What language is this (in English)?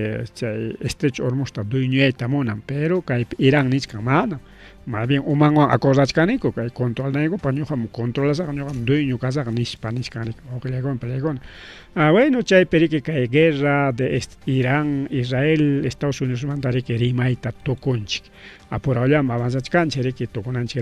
Ayacucho Quechua